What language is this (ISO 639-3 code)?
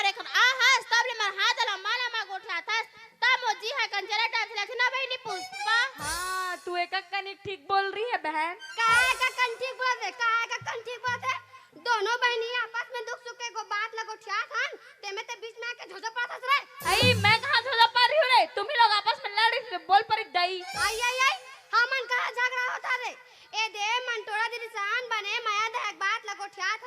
hne